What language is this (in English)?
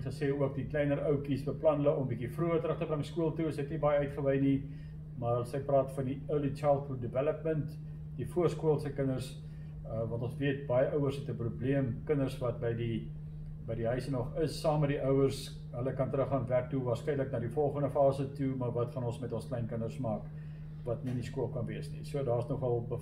Afrikaans